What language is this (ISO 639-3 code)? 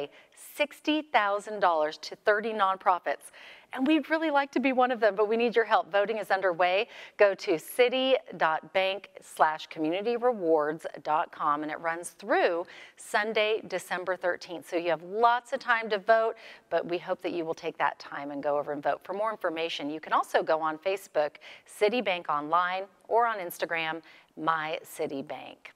eng